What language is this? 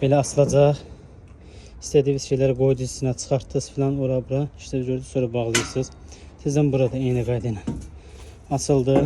Azerbaijani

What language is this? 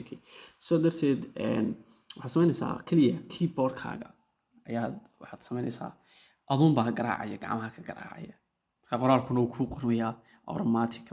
Somali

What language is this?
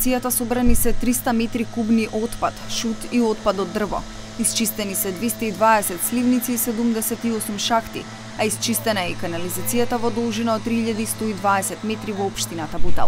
Macedonian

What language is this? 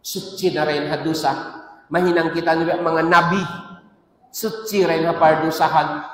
Tausug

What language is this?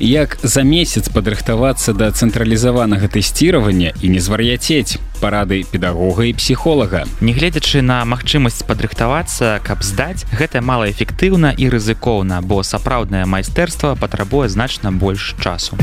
Belarusian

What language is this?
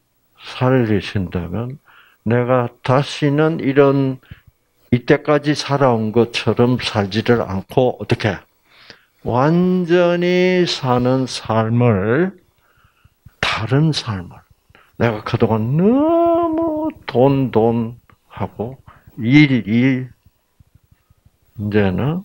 Korean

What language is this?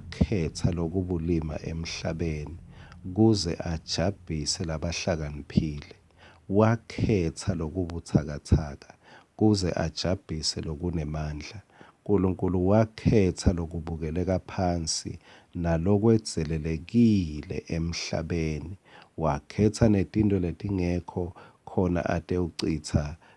Swati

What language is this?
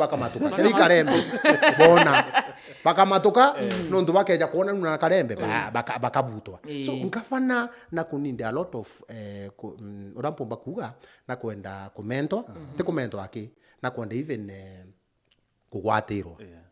Meru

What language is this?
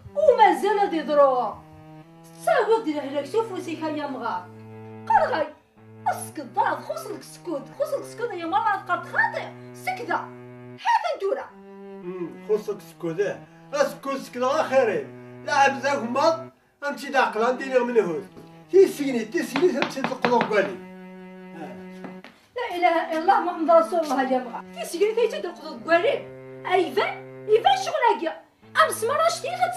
Kabyle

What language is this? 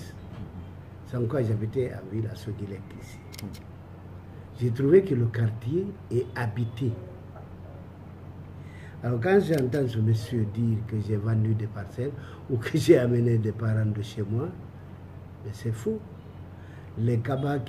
French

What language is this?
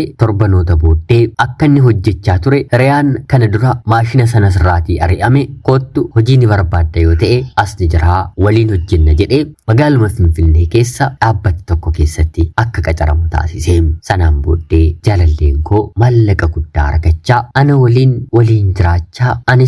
Oromo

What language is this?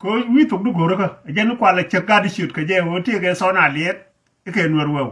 Nuer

